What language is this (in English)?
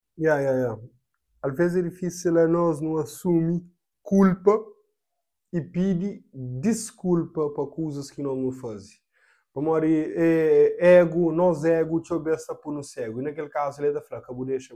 Kabuverdianu